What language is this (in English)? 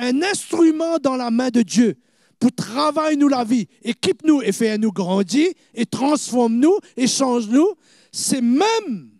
Morisyen